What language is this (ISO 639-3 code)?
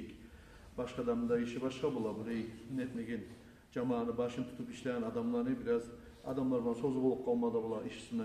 kum